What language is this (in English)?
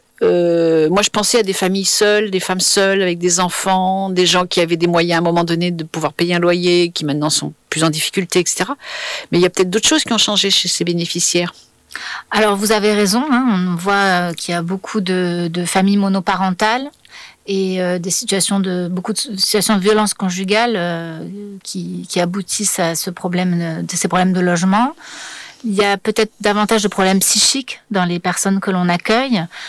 French